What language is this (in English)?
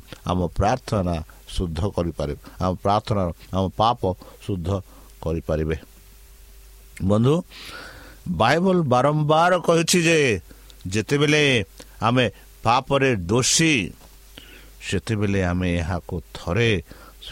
Odia